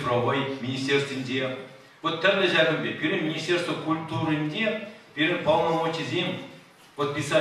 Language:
Chuvash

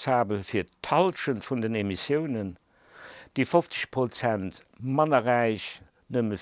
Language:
Luxembourgish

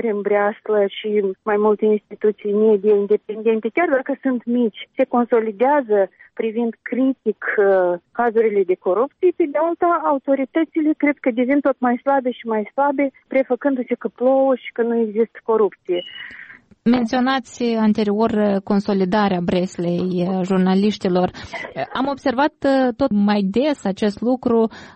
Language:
Romanian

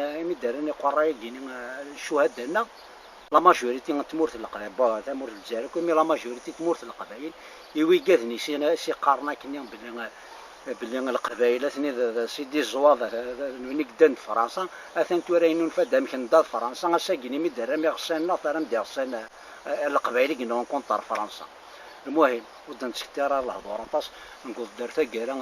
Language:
Kabyle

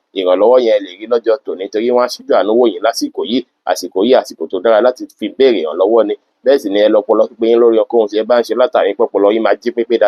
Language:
Yoruba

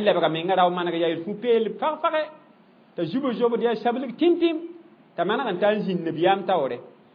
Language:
Mossi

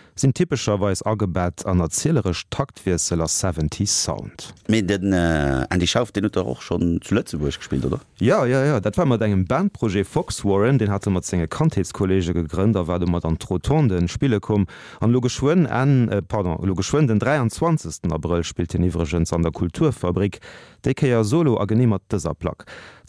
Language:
Luxembourgish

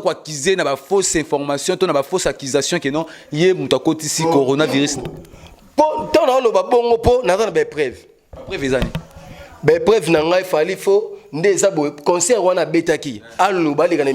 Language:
Lingala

